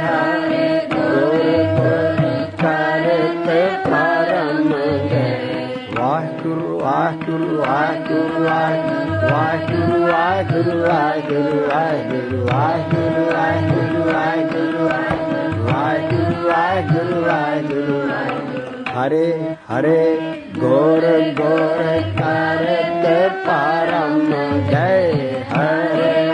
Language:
Punjabi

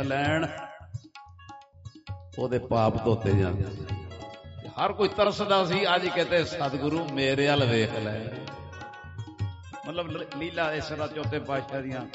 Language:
Punjabi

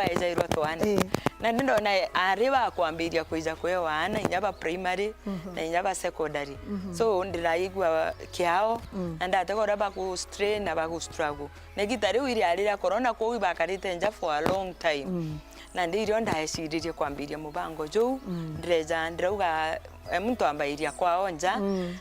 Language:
Meru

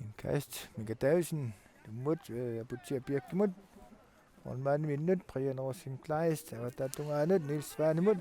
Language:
Kalaallisut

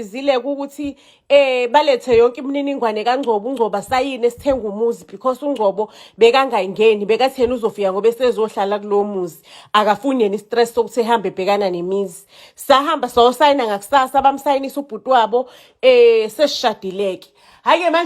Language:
Zulu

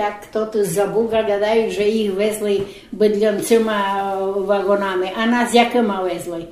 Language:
Rusyn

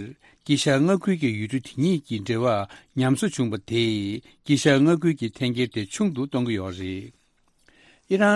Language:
Tibetan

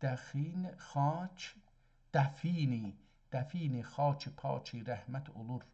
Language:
South Azerbaijani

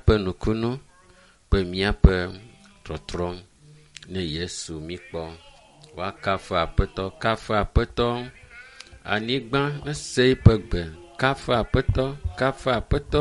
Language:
Ewe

